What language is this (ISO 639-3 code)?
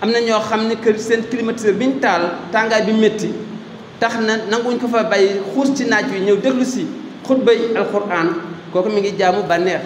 wol